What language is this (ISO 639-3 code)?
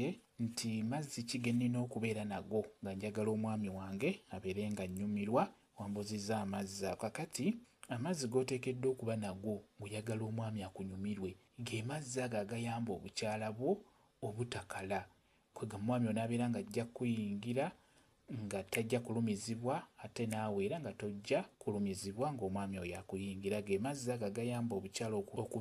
lug